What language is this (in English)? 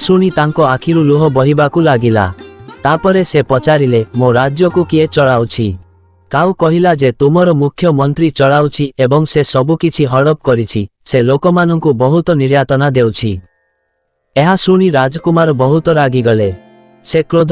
Odia